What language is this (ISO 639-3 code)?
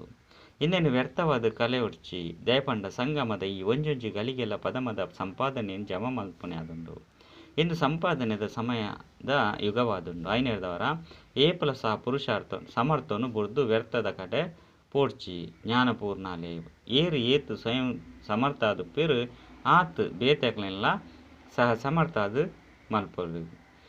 tcy